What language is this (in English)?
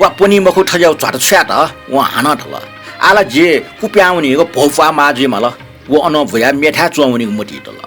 Newari